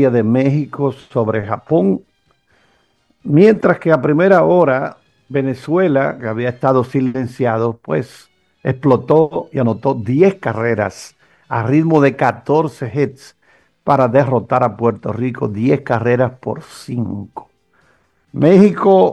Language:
Spanish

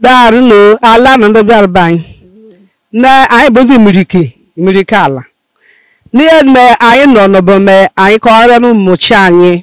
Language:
Igbo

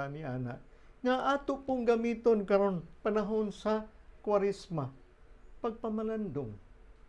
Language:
Cebuano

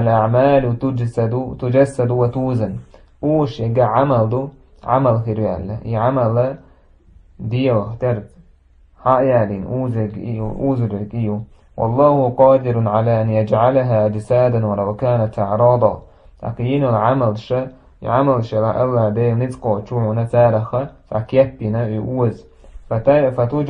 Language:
Chechen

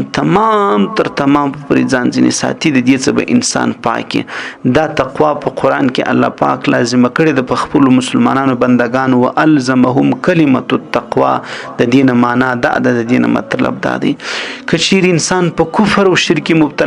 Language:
Pashto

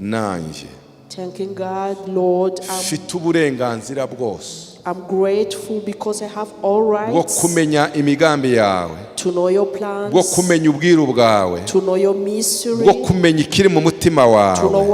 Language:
Kinyarwanda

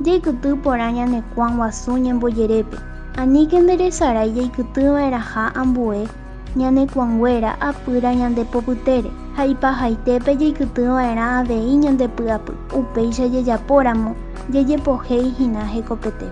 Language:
Guarani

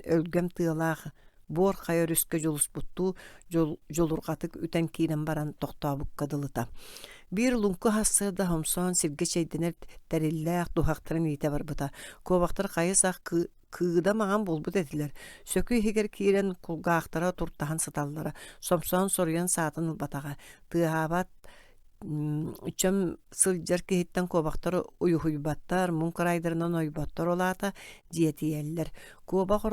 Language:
Yakut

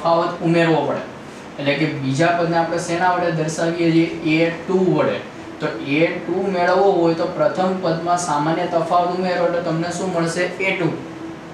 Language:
Gujarati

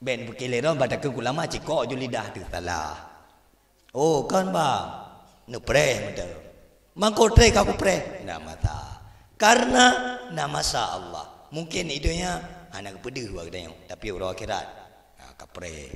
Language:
Achinese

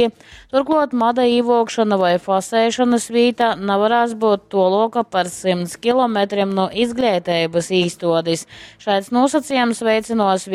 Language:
Latgalian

